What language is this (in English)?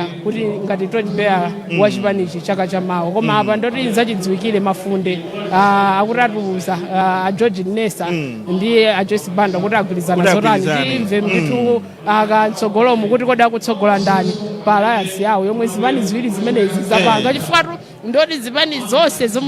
Nyanja